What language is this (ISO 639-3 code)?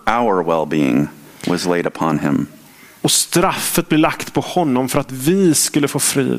swe